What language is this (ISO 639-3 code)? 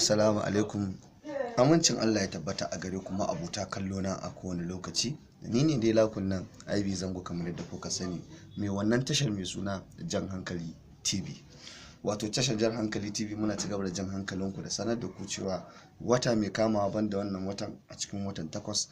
hau